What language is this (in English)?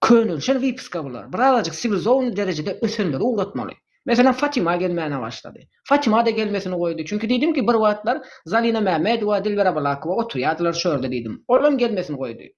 Turkmen